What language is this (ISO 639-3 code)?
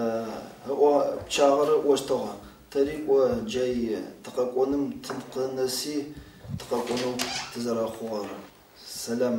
ady